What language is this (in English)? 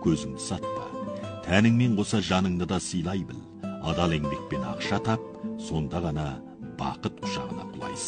Kazakh